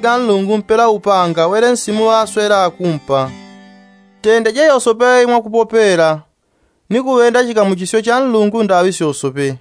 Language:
Yao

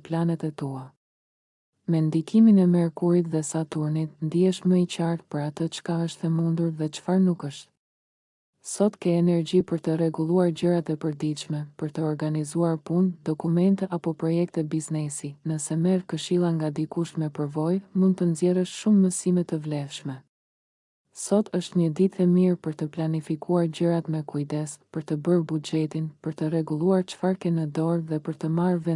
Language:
Albanian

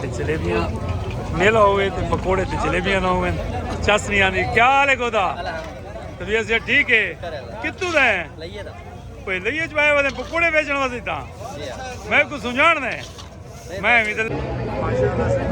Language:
Saraiki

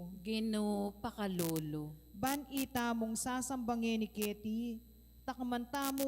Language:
Pampanga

